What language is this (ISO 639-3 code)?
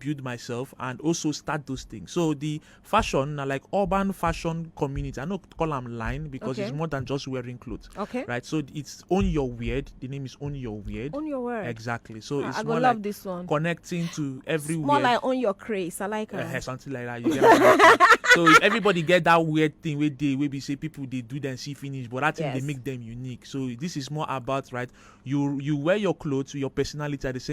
pcm